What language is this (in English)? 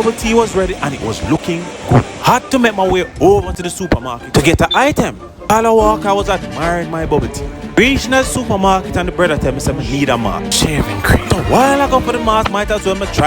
Jamaican Creole English